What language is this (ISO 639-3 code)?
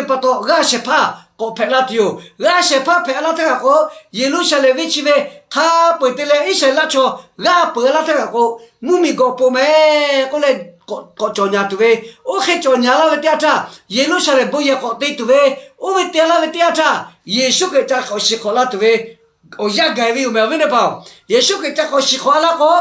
lhu